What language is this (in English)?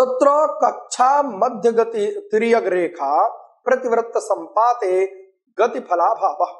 Sanskrit